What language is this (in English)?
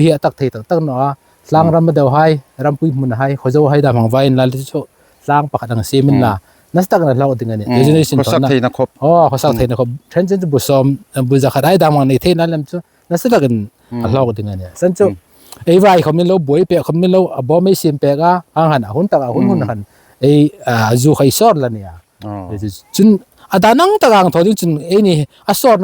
Hmar